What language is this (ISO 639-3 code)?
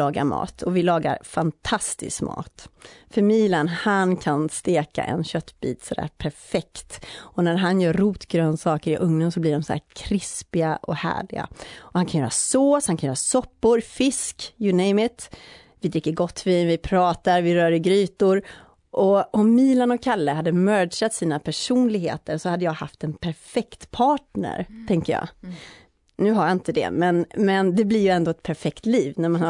swe